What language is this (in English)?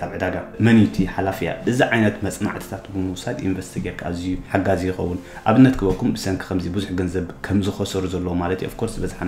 Tigrinya